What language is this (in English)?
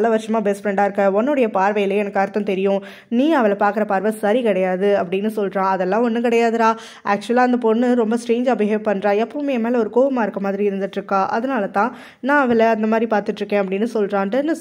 Tamil